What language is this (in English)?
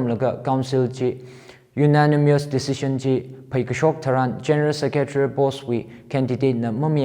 Tangkhul Naga (India)